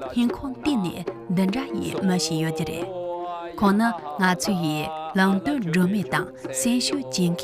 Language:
Tibetan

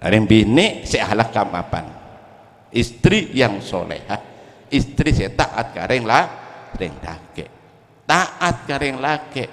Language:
Madurese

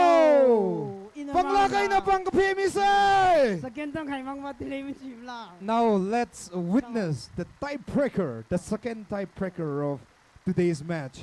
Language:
Tangkhul Naga (India)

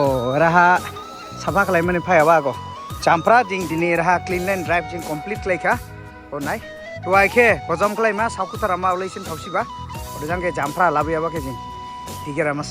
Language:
Dimasa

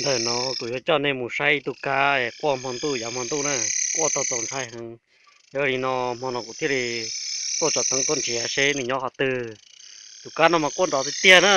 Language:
Hmong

